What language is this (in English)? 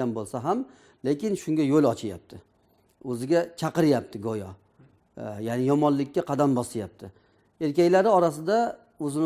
Uzbek